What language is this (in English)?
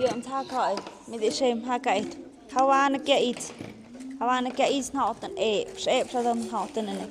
Tlahuitoltepec Mixe